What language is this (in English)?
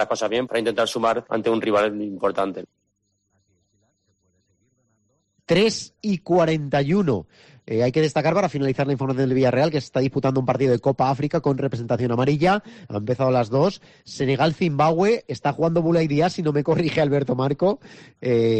Spanish